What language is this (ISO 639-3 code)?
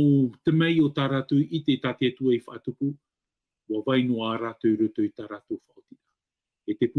tah